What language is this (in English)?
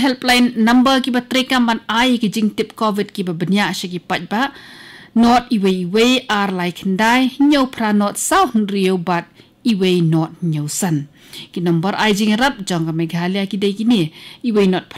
Khasi